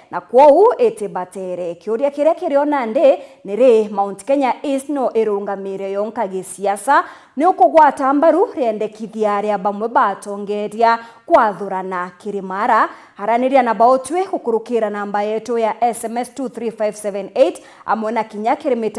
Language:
Meru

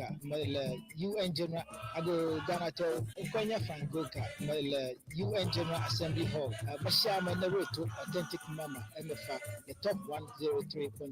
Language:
Ewe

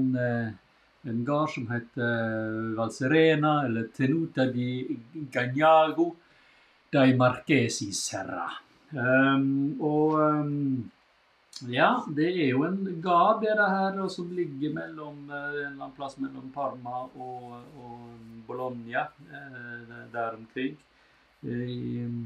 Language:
Norwegian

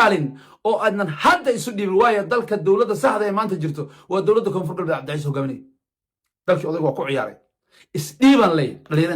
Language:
Somali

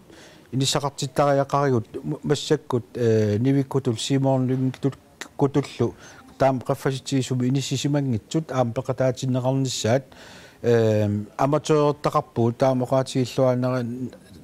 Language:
Kalaallisut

